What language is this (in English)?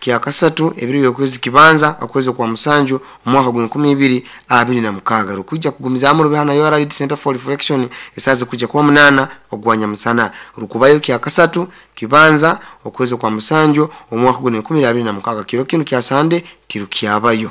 Nyoro